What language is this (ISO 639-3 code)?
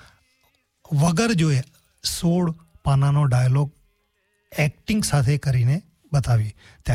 guj